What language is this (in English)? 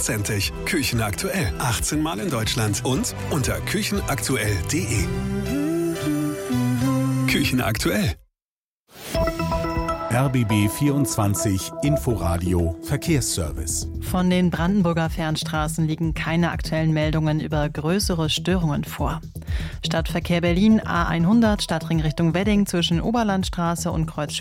German